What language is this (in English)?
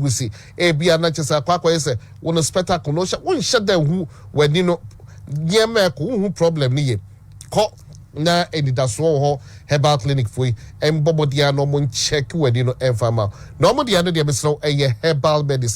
Akan